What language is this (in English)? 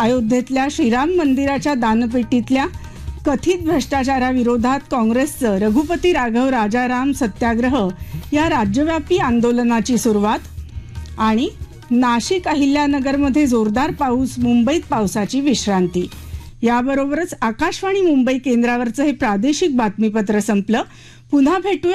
Marathi